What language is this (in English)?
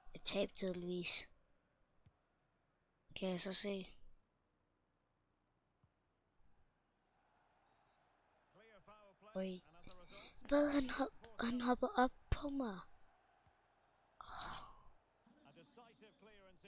Danish